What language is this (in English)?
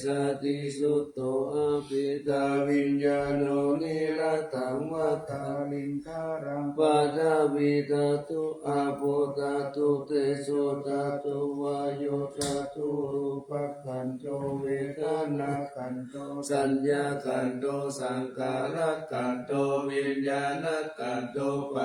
Pali